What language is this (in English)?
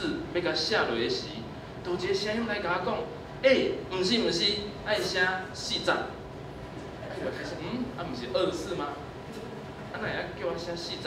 Min Nan Chinese